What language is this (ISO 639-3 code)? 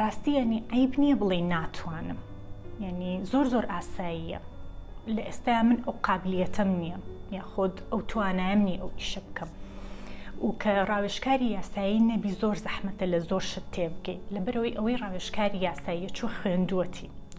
ckb